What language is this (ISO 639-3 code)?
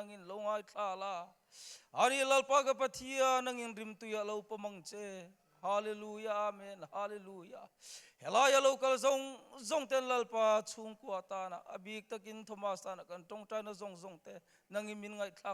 cnh